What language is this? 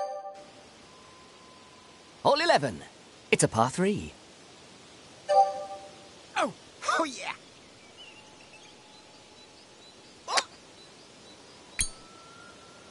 English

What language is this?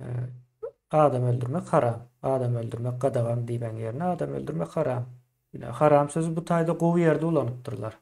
Turkmen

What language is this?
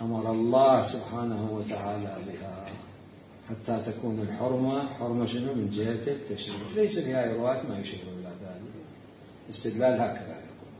Mesopotamian Arabic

